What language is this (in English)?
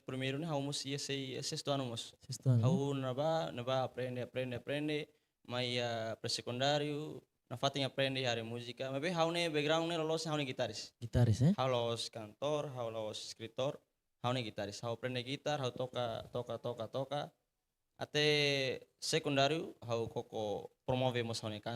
Tetum